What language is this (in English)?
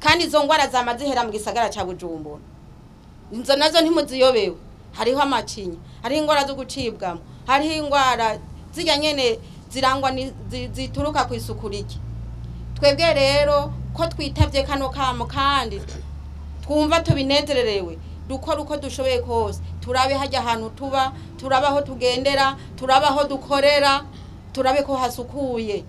Rundi